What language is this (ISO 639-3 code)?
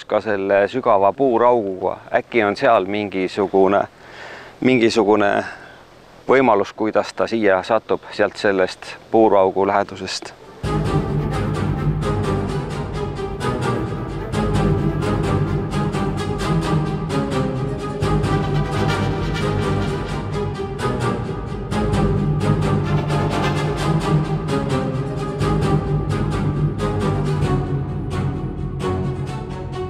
est